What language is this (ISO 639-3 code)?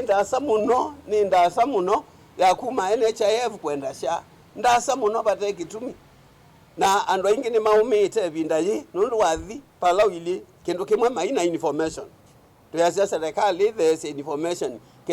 kam